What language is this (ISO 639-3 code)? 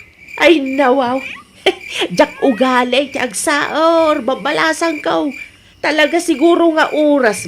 ilo